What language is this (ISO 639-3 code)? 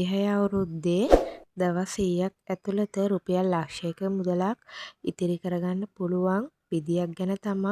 sin